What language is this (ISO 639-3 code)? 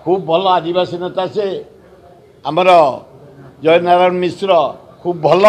ori